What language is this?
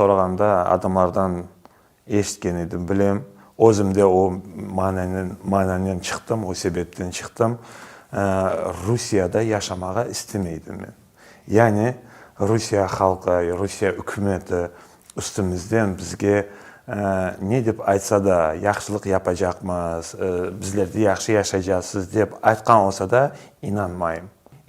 Crimean Tatar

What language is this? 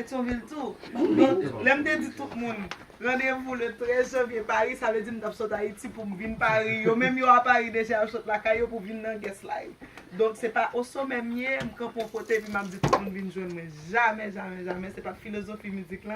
Haitian Creole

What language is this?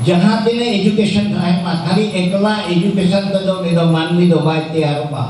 Santali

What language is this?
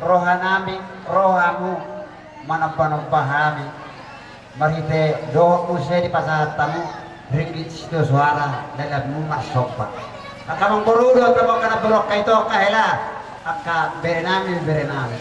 Batak Toba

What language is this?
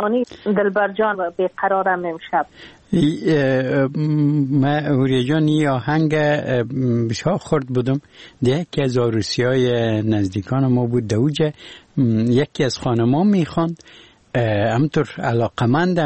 Persian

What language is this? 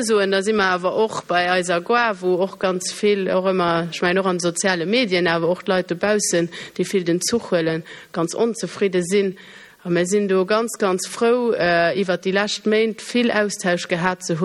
Luxembourgish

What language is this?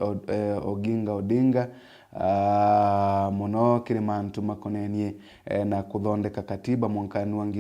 Meru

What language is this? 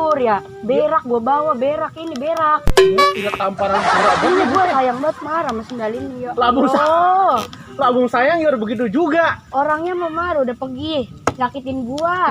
Betawi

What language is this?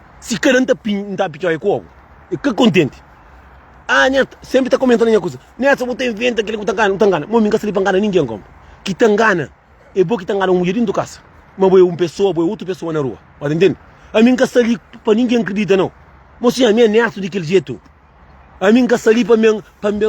Kabuverdianu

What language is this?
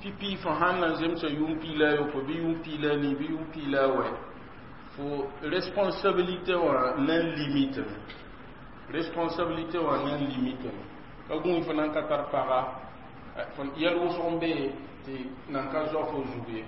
Mossi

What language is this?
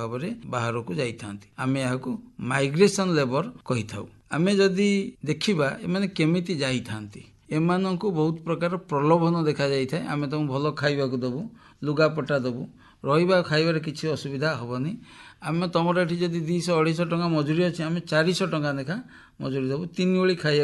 Odia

